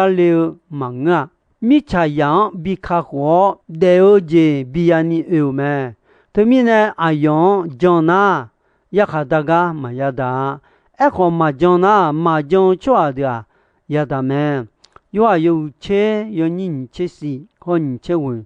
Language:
Akha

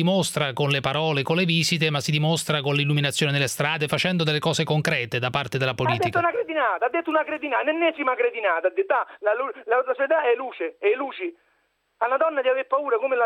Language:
Italian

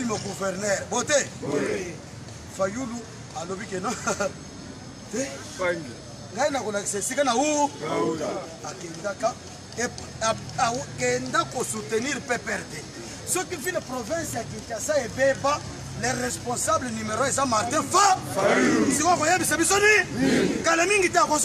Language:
Lingala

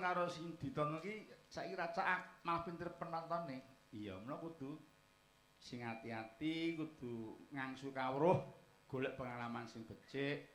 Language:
Javanese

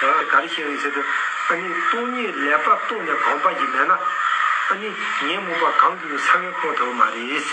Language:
Tibetan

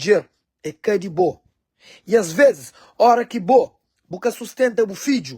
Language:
Kabuverdianu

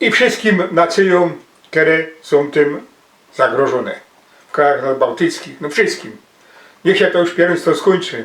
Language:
Silesian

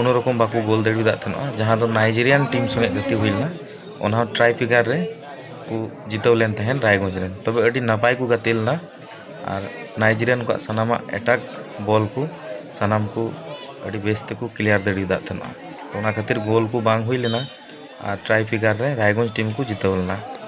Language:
Santali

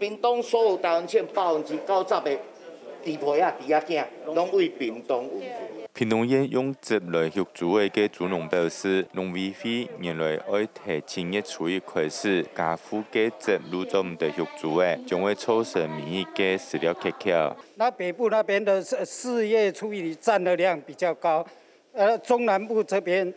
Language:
Hakka Chinese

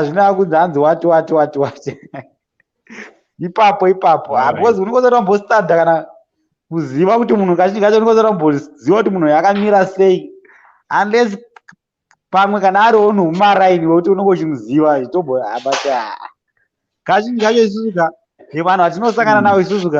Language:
Shona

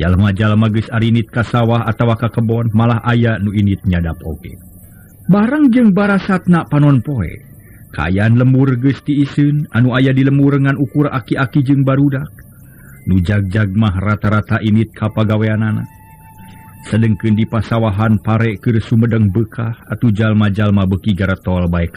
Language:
Sundanese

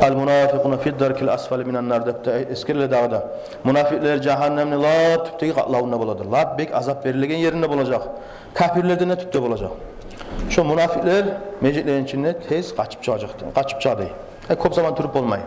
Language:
Kumyk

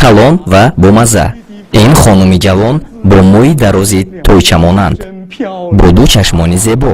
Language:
Tajik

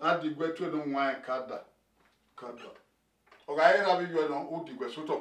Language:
Bini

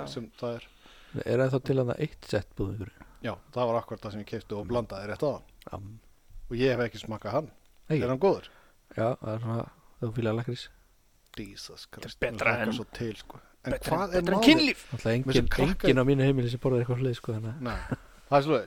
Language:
Icelandic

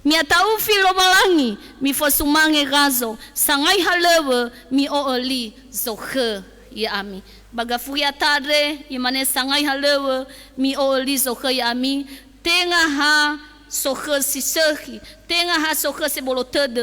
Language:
Nias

